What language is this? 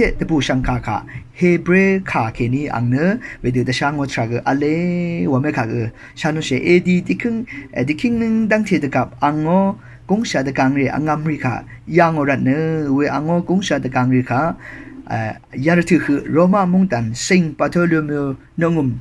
Rawang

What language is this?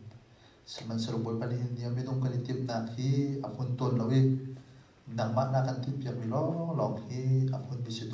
Hakha Chin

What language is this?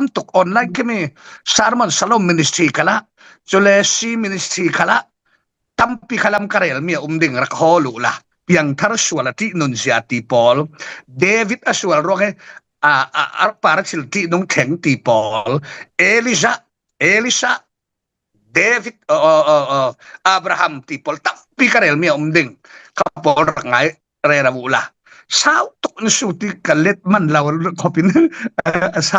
Falam Chin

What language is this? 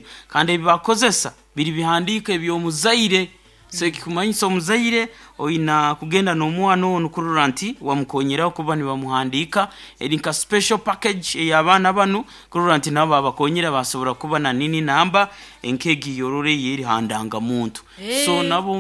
Nyankole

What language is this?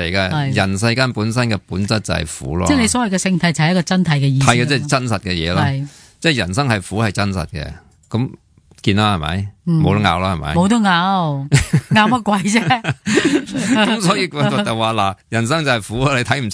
Cantonese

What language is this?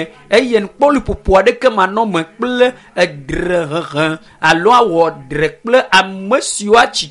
Ewe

